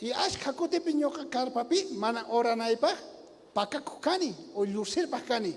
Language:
South Bolivian Quechua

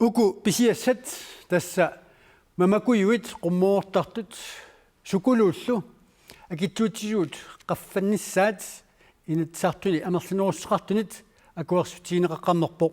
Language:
Kalaallisut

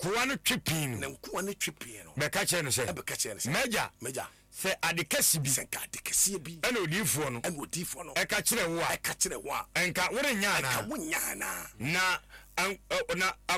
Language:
Akan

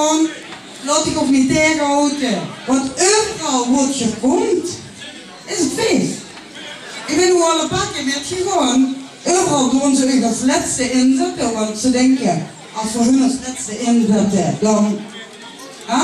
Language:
Limburgish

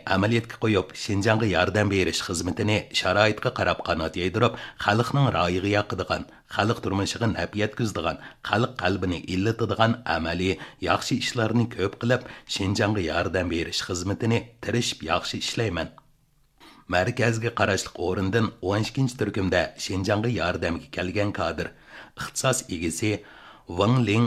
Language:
Uyghur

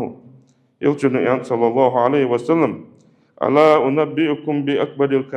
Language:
Ingush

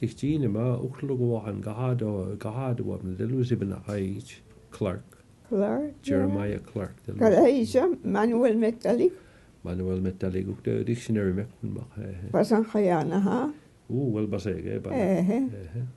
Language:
Mi'kmaw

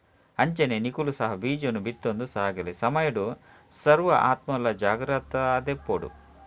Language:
Tulu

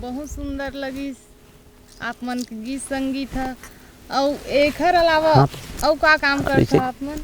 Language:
Chhattisgarhi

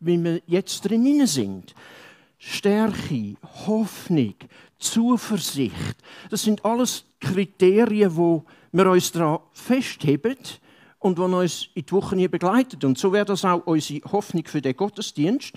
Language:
Swiss German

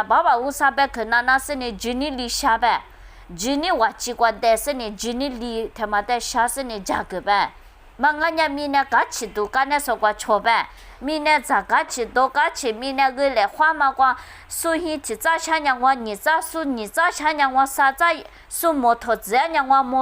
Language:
Lisu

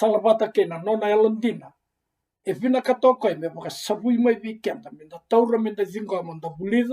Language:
Fijian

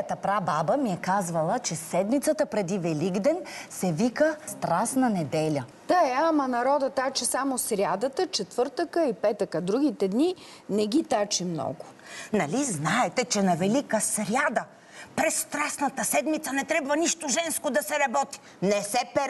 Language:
Bulgarian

